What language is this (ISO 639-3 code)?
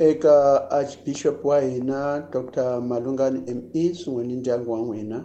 tso